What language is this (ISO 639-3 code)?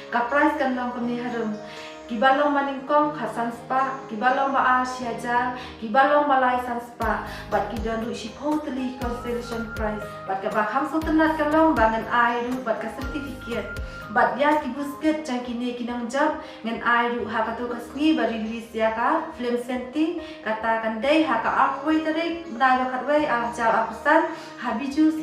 kha